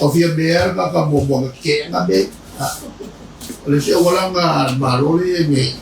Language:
Samoan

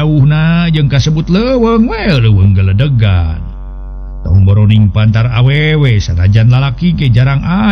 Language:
Sundanese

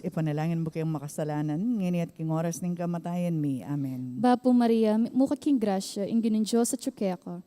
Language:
Pampanga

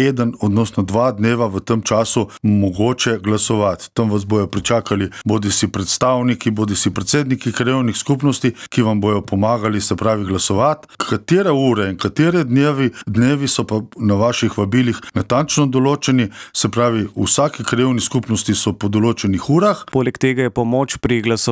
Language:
Slovenian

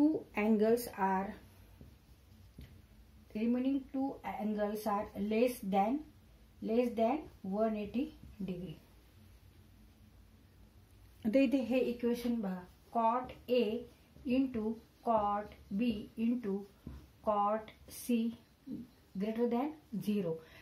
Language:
Marathi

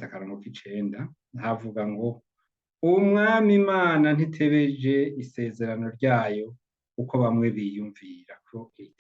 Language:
Rundi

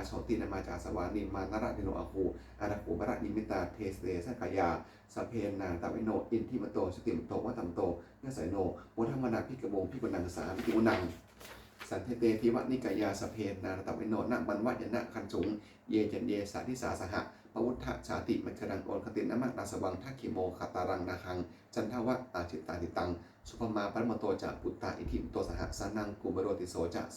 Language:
Pali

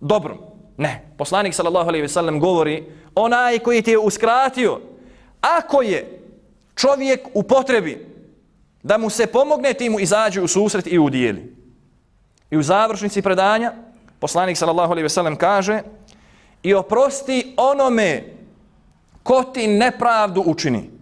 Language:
Bosnian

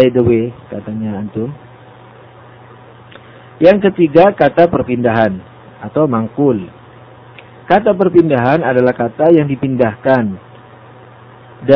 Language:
Indonesian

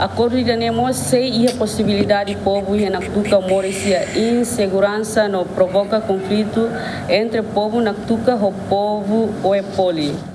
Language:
Tetum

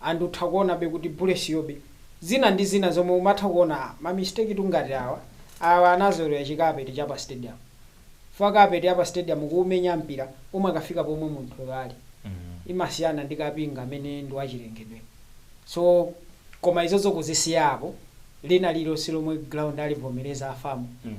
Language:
Nyanja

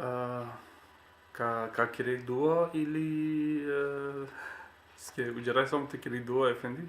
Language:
Balkan Romani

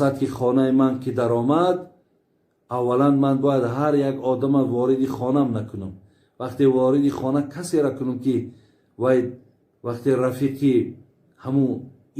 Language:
Tajik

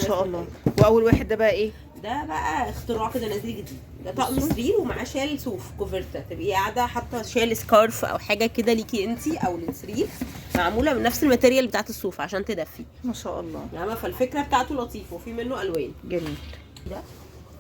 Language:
Egyptian Arabic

